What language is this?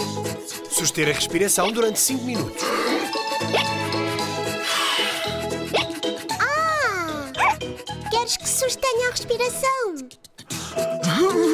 Portuguese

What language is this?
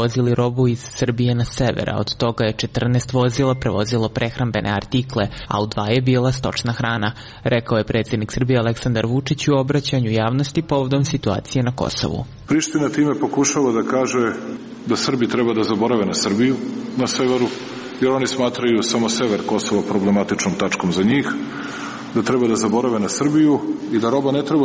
Serbian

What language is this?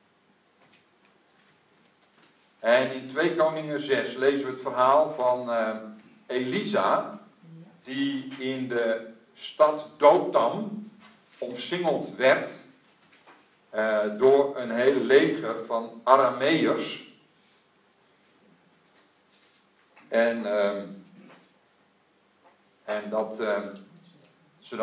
Dutch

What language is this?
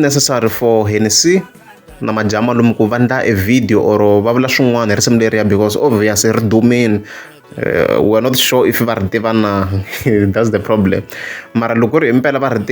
Tsonga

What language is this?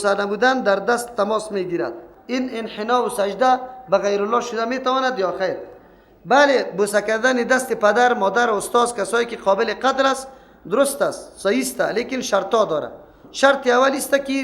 Persian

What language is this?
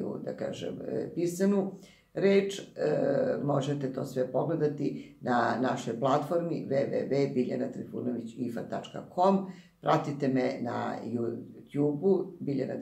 Serbian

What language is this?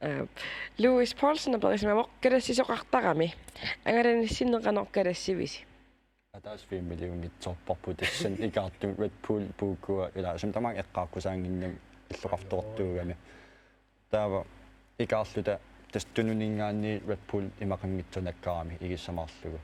Kalaallisut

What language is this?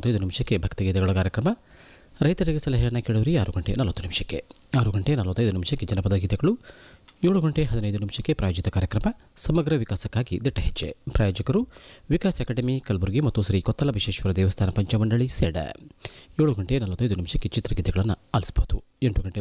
Kannada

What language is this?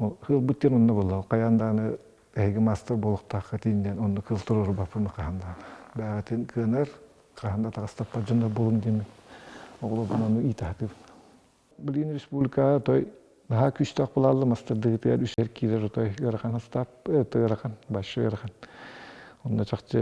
Yakut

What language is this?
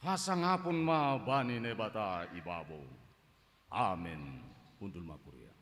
Batak Simalungun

